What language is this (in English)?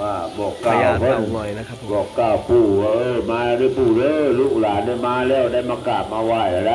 Northeastern Thai